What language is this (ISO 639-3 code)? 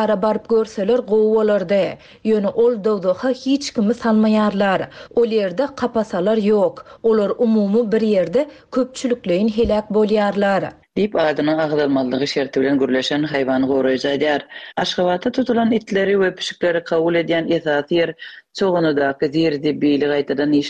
tuk